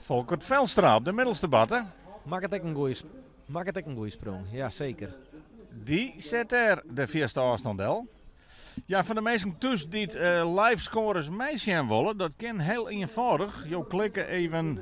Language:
Western Frisian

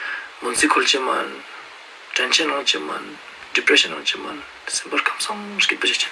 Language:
Ladakhi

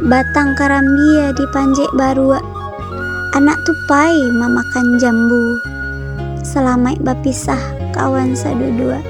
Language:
Minangkabau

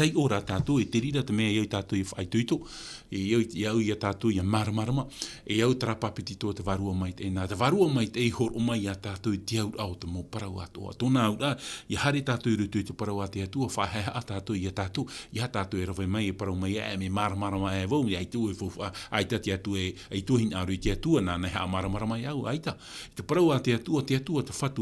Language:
Tahitian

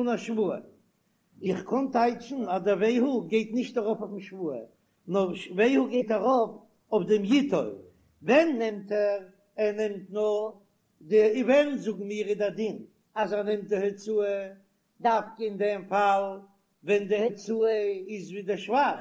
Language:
Yiddish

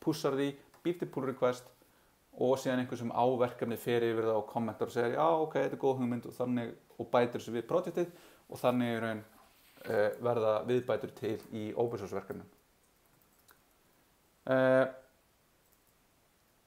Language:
Icelandic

